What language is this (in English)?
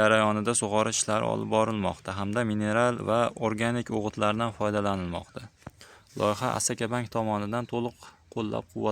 Uzbek